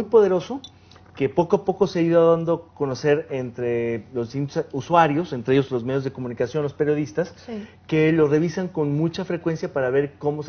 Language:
Spanish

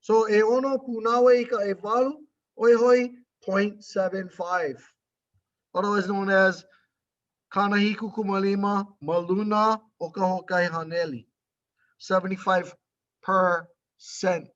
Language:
Hawaiian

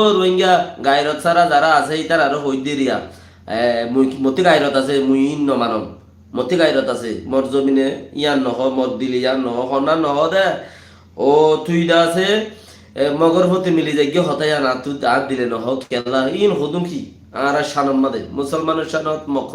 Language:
Rohingya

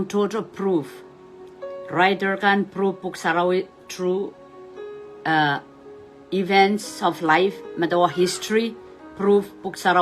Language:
Pohnpeian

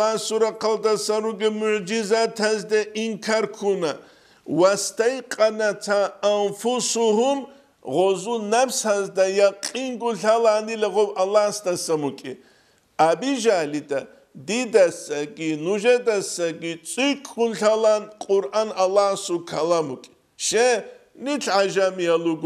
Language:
Avaric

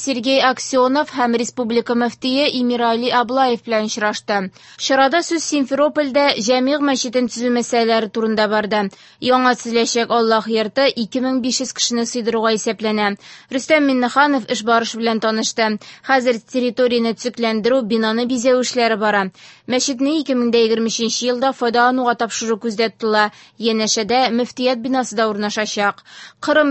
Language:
Tatar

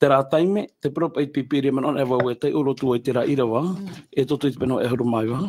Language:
Tahitian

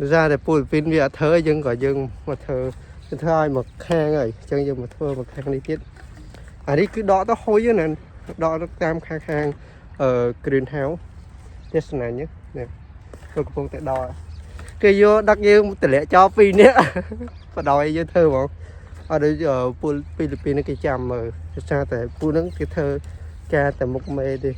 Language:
Khmer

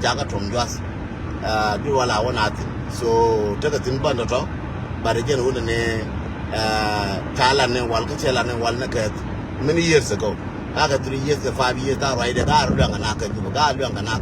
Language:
Nuer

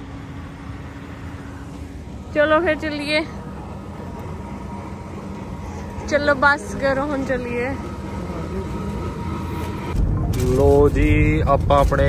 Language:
Punjabi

